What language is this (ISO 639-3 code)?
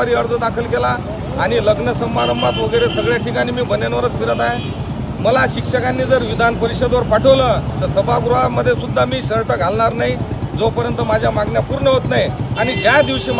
mar